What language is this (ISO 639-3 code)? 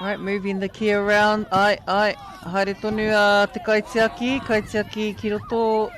mri